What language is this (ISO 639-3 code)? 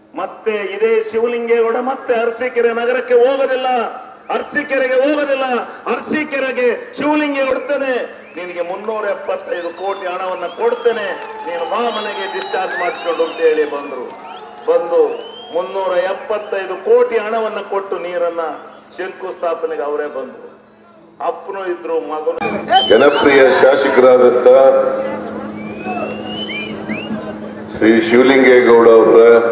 kan